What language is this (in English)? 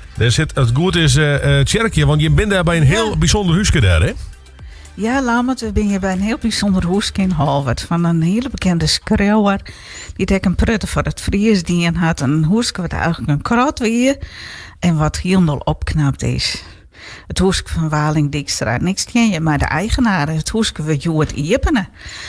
Western Frisian